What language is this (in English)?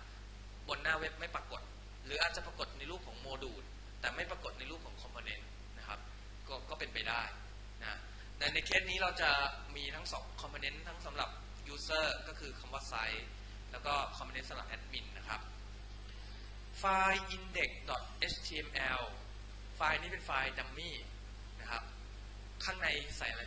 Thai